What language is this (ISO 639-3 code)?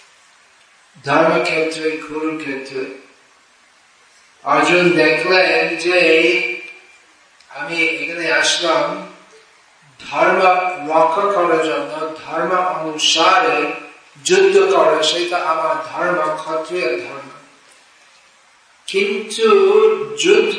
ben